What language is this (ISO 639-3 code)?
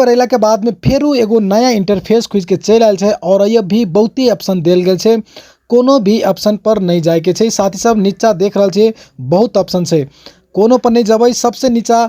mai